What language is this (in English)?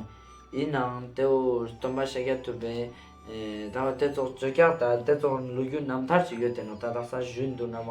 Ladakhi